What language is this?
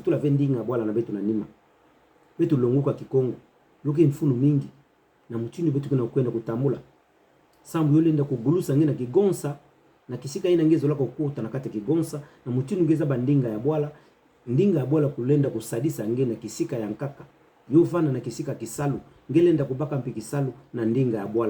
Kituba (Democratic Republic of Congo)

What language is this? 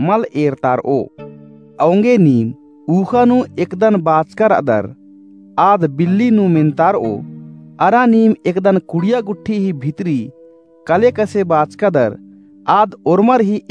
Kurukh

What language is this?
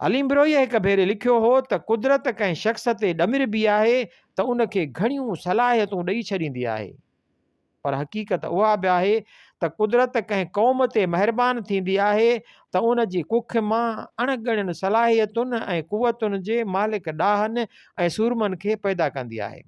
Sindhi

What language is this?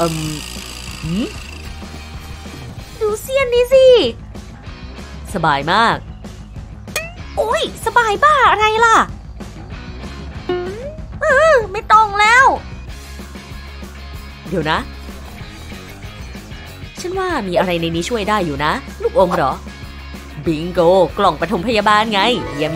Thai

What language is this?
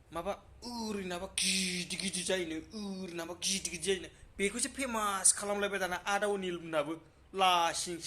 Bodo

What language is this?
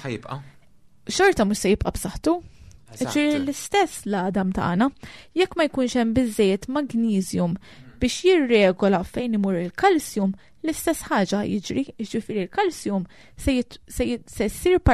Maltese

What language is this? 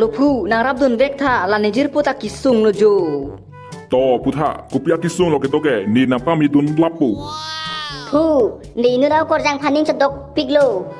Karbi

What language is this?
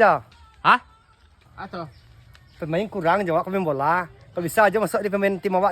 Minangkabau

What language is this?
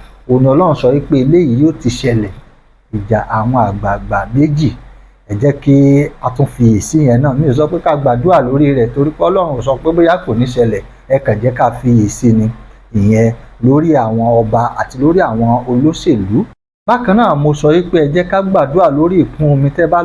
Yoruba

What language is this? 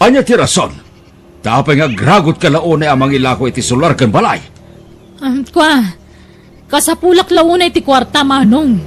Iloko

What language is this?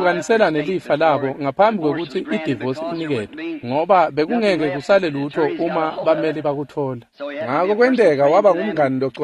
Swati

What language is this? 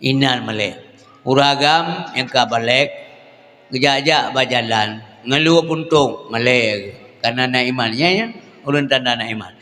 Achinese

